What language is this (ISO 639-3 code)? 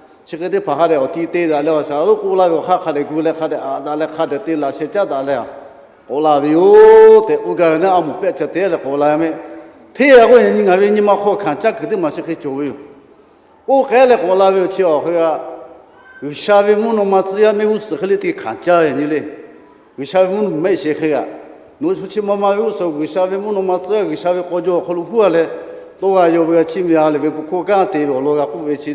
lhu